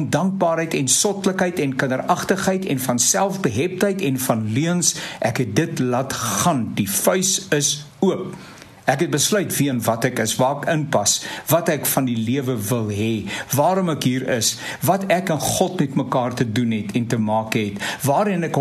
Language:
Afrikaans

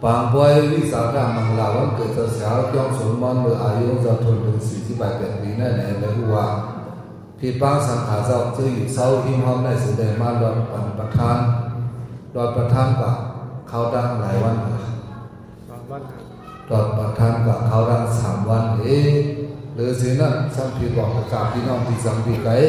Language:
Shan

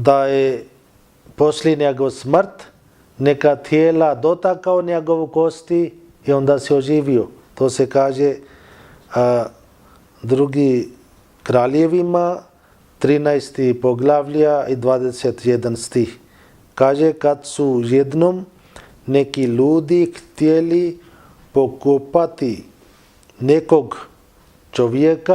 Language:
Bosnian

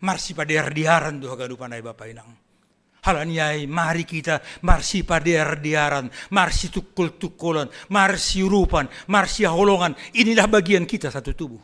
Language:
Batak Simalungun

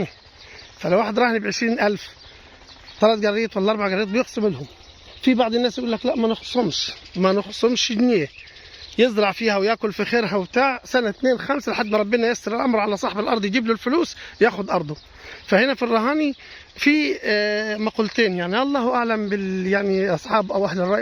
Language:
Egyptian Arabic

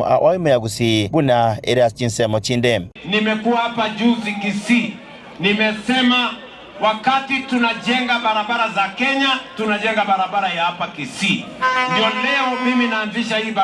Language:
Gusii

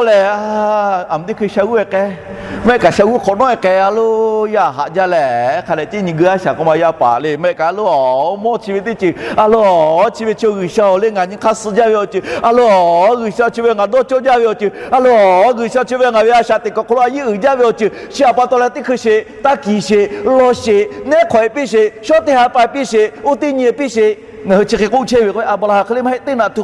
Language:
Lahu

